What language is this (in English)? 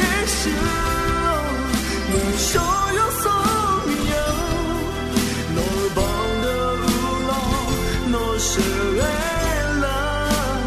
Akha